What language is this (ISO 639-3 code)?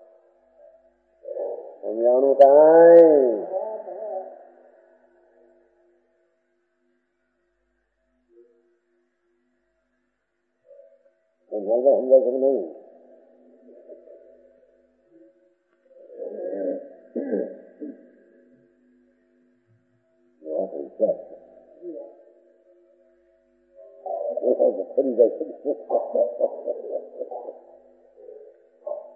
guj